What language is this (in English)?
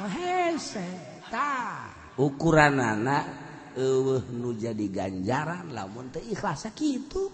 Sundanese